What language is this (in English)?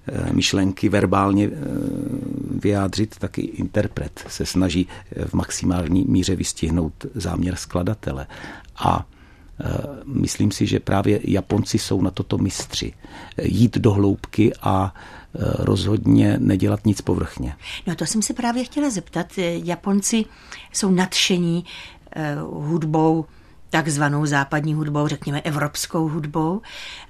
Czech